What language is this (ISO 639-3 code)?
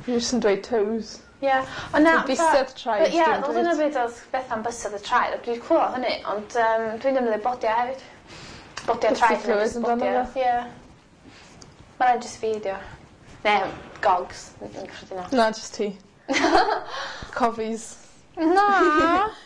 cym